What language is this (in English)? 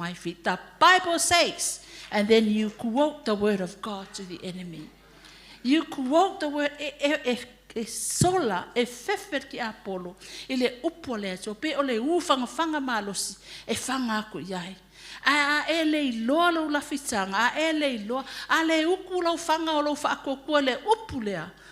Samoan